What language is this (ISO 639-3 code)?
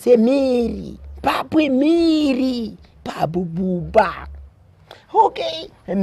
guz